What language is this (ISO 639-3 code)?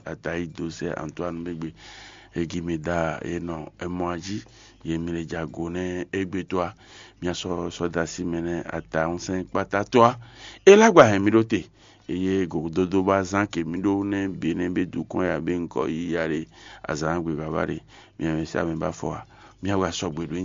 fon